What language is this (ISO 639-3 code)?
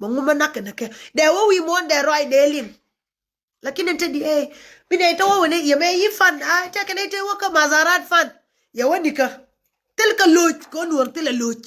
nus